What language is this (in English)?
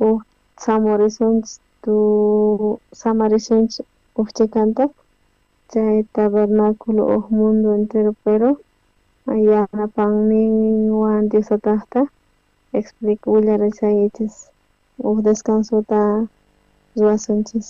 South Bolivian Quechua